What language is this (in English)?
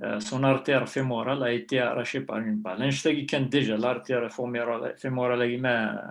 Kabyle